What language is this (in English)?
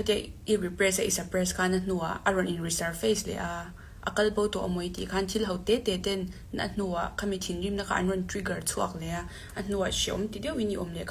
Mizo